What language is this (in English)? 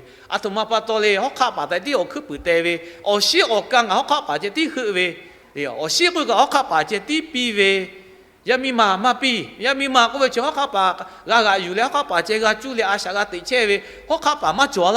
Lahu